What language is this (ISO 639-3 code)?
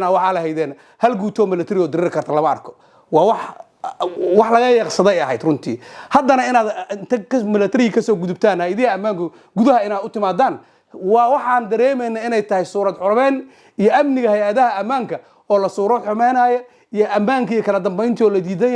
som